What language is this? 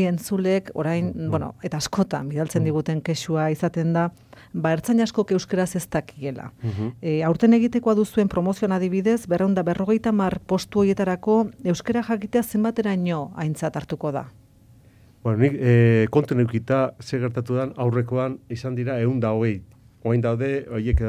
Basque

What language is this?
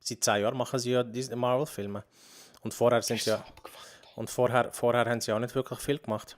Swiss German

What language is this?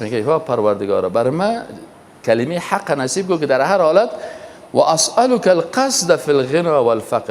Persian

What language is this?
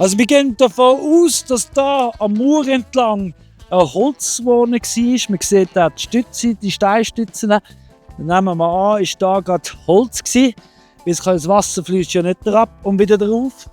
Swiss German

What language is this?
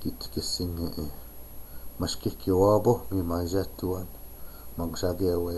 Chippewa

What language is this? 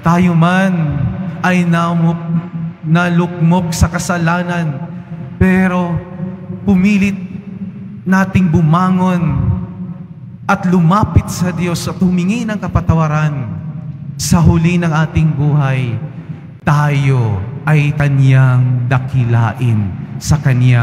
Filipino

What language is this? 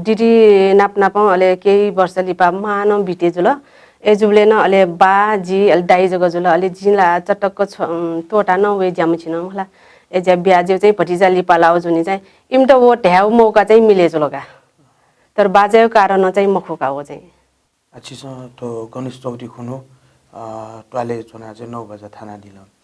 Newari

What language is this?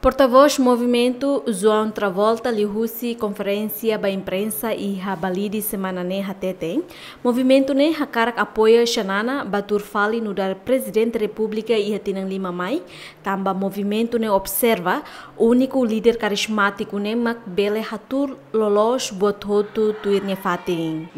Tetum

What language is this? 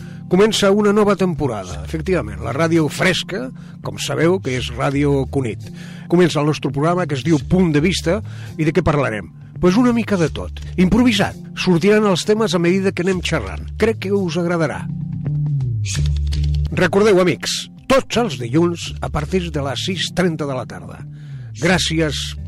Catalan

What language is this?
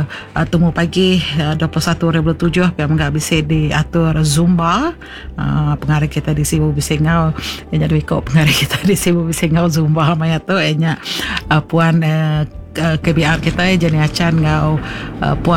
Iban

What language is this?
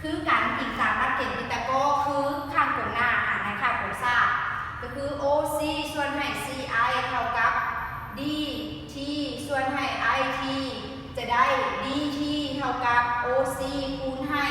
Lao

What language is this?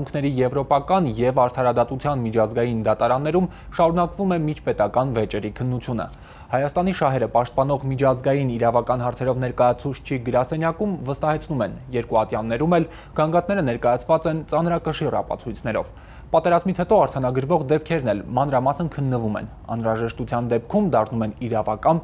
Armenian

